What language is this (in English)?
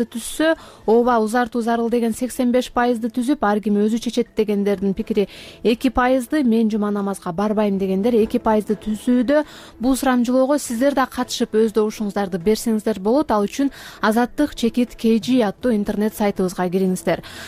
Kyrgyz